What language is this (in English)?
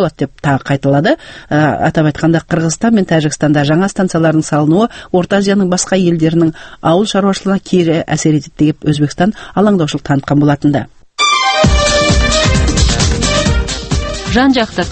Kazakh